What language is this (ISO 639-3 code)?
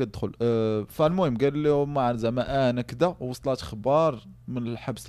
ary